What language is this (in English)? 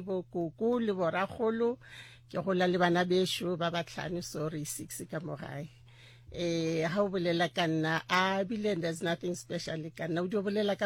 Northern Sotho